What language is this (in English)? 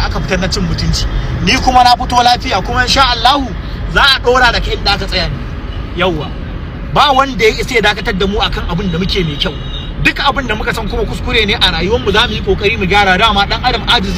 Hausa